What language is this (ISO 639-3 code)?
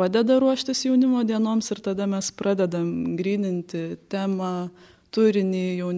lit